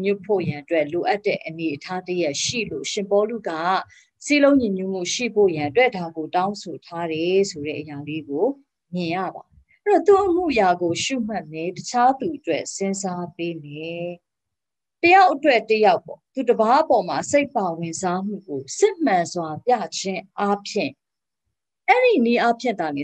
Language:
Burmese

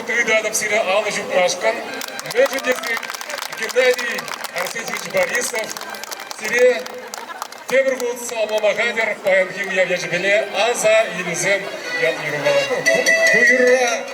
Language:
Chuvash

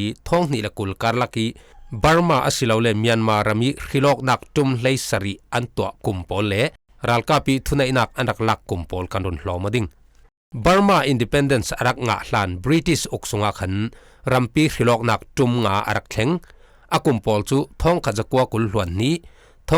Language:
Falam Chin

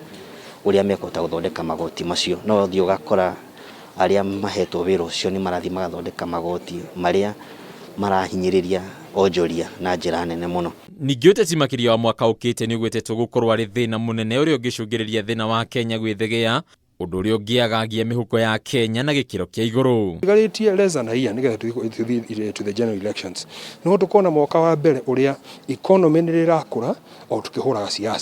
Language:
Kikuyu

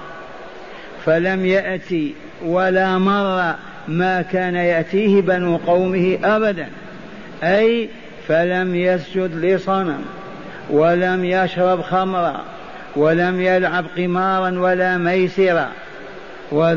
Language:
Arabic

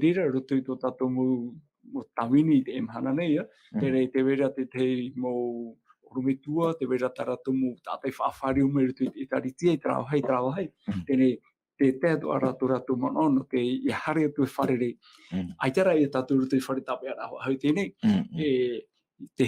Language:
Tahitian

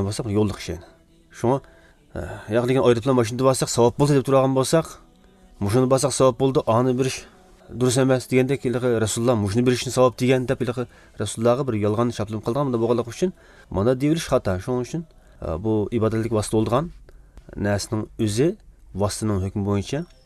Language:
Tatar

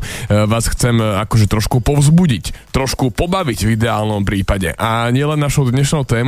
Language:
Slovak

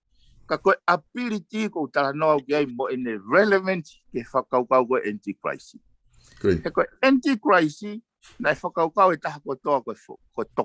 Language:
Tongan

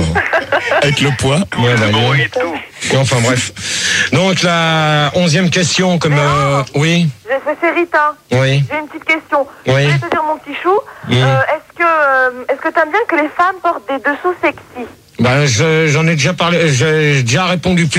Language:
French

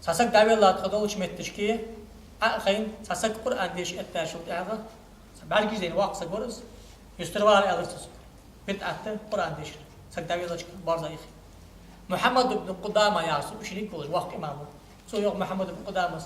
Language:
Ingush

